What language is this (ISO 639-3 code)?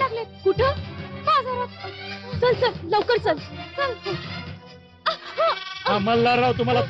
mar